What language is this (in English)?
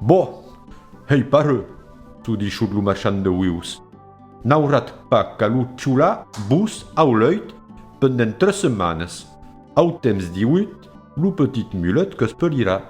Occitan